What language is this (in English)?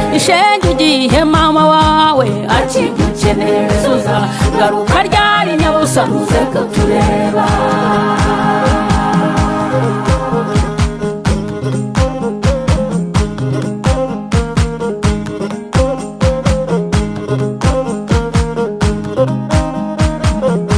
Kinyarwanda